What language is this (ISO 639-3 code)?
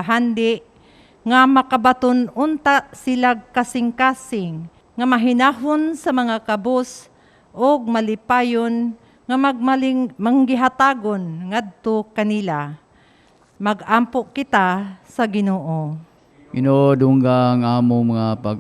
ceb